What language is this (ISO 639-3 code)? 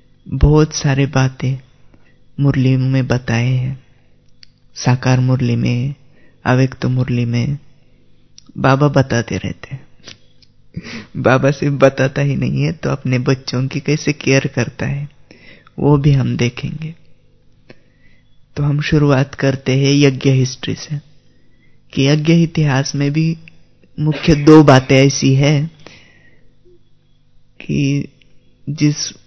hin